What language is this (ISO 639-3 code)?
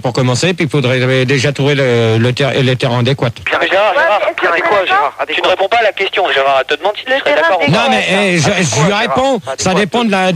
fra